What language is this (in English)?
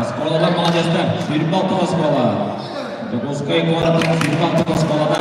Yakut